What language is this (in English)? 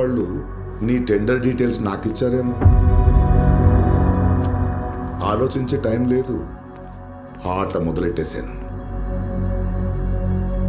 Telugu